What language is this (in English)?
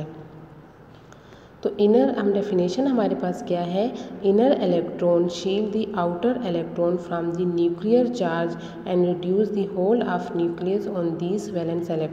Hindi